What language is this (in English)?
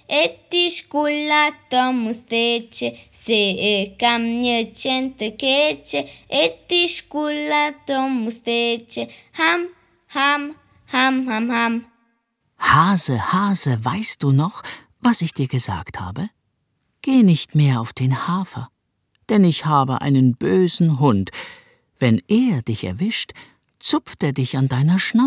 Albanian